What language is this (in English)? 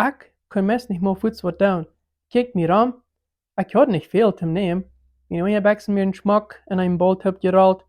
Plautdietsch